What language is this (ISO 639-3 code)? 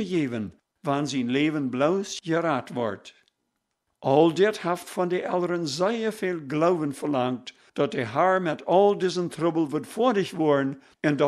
pdt